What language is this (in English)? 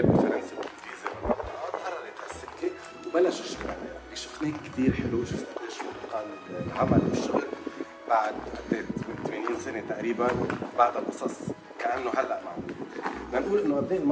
North Levantine Arabic